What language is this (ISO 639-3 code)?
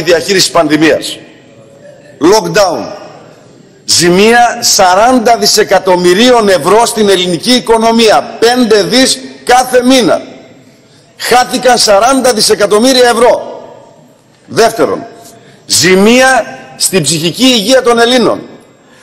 ell